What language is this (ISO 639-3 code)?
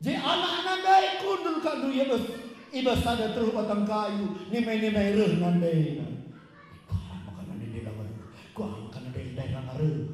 btx